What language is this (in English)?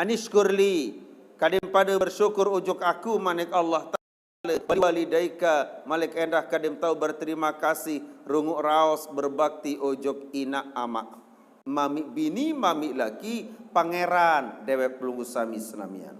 Sasak